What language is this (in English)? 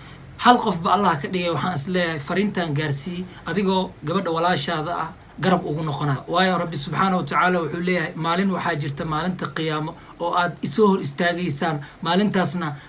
Somali